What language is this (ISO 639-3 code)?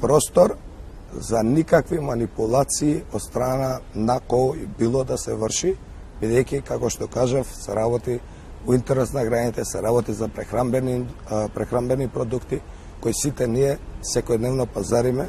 mkd